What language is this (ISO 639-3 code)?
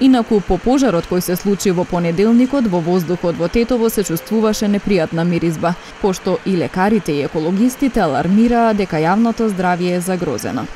mkd